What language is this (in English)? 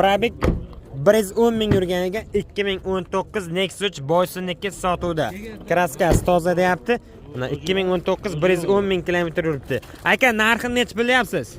Uzbek